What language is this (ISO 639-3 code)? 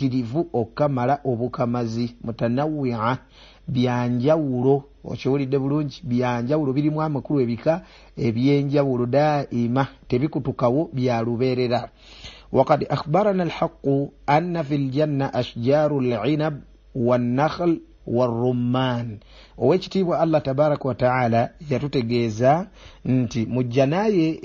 lug